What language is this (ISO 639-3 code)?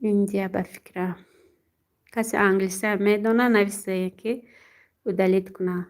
tgk